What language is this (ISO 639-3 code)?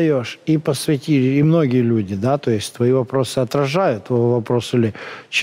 rus